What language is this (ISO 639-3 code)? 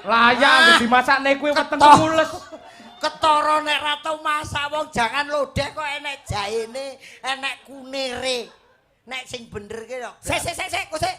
jav